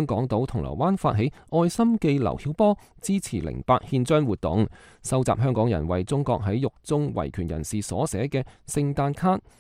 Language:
Cantonese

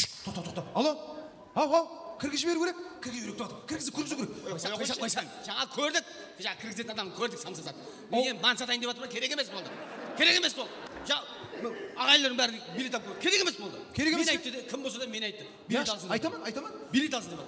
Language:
Kara-Kalpak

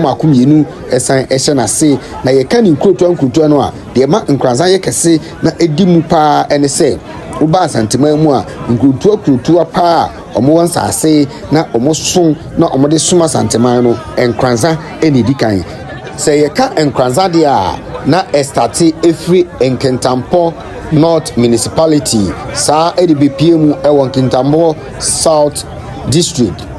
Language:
Akan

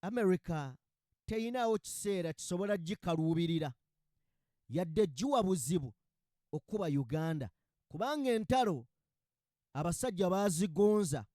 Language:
Ganda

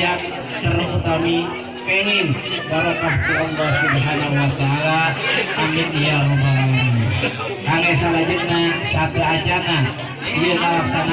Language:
Sundanese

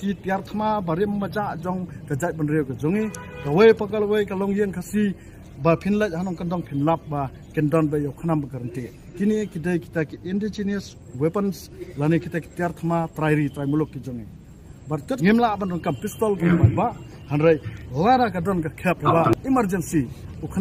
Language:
Khasi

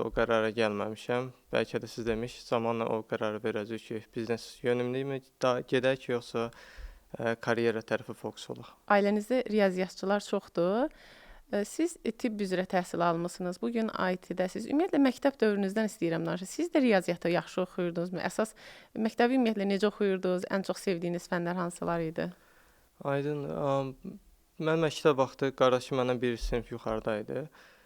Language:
Azerbaijani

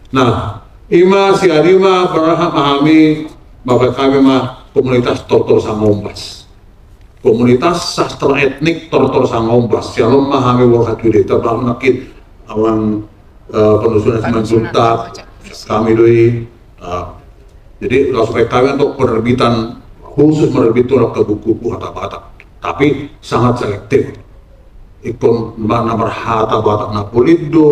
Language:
Batak Toba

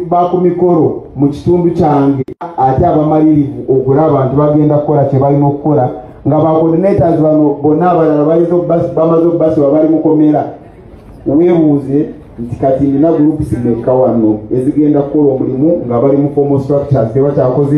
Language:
Ganda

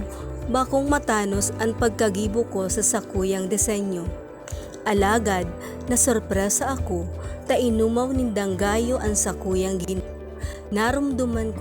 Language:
Bikol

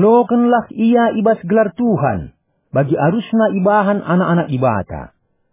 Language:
Batak Karo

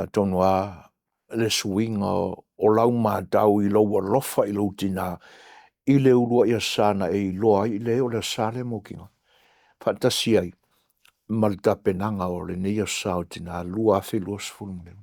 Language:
Samoan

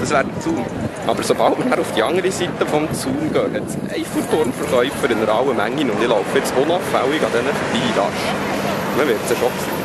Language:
Swiss German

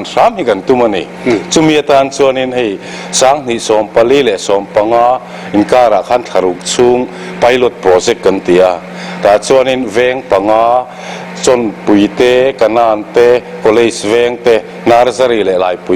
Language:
Mizo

